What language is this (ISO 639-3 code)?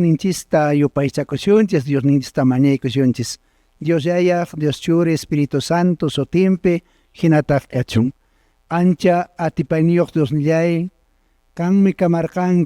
que